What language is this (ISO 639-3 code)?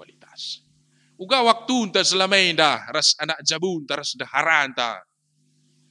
btx